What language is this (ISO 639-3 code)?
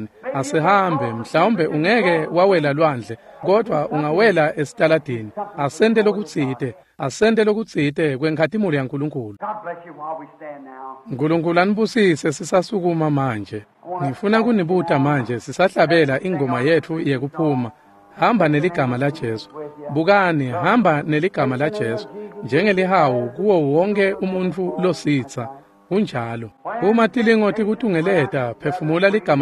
ssw